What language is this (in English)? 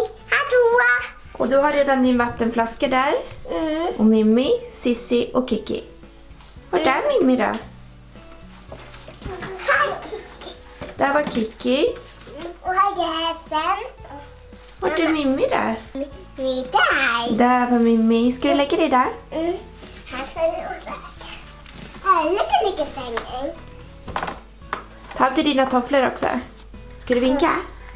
Swedish